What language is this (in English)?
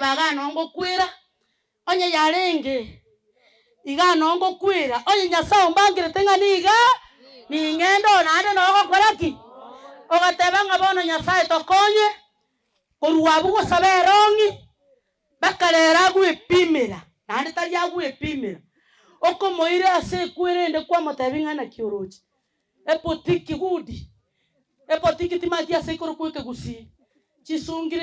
Gusii